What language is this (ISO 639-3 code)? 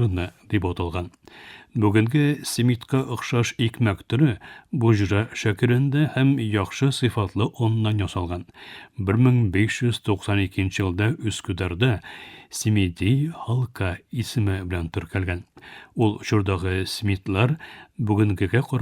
tat